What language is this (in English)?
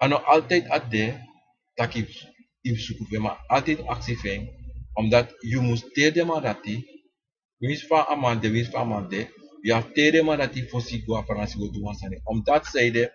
Sranan Tongo